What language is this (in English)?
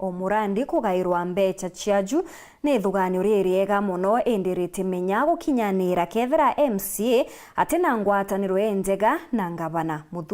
Meru